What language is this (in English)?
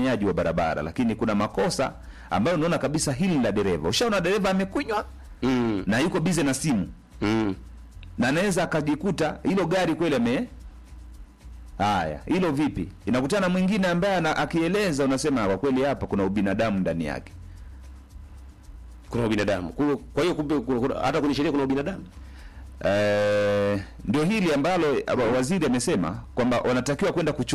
Swahili